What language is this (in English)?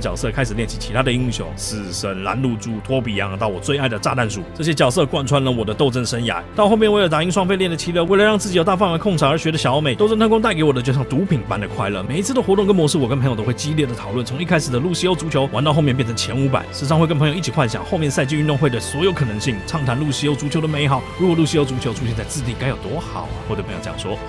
Chinese